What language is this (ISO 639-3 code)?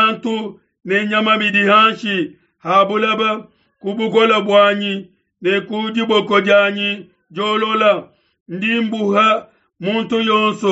lua